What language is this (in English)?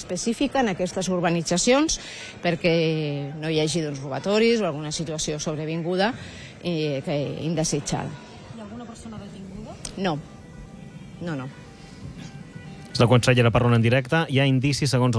Catalan